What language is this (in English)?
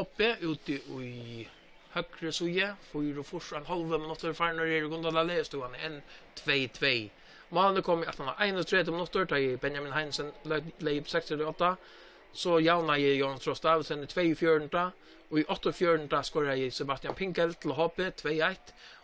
Faroese